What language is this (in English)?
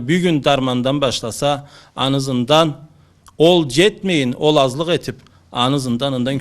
Karachay-Balkar